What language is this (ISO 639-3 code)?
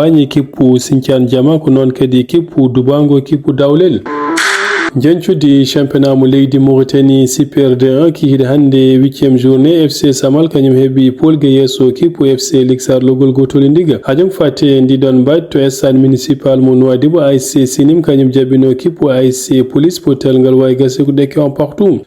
ful